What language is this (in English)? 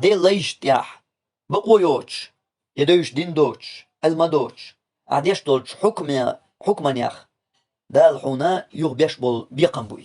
Chechen